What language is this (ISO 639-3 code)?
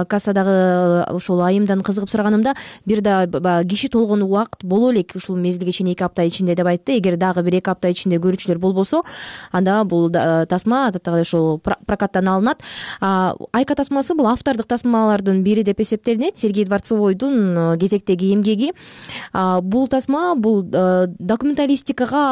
kir